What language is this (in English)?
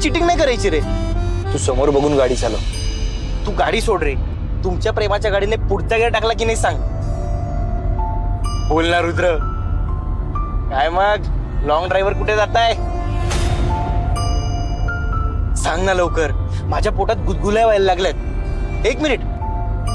Marathi